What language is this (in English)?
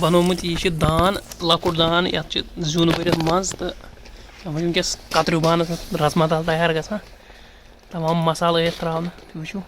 Kashmiri